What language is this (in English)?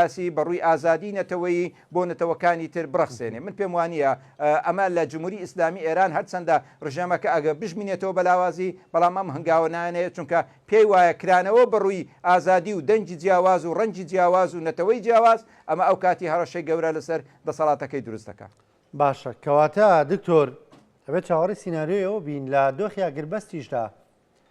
Central Kurdish